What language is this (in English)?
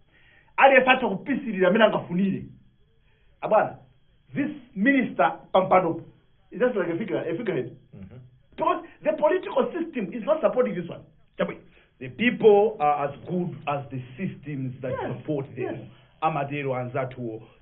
Nyanja